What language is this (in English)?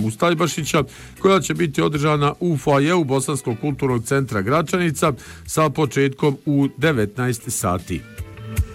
Bosnian